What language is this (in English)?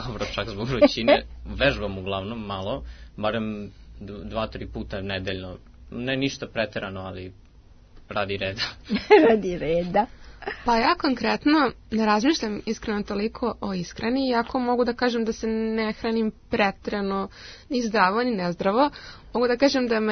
Serbian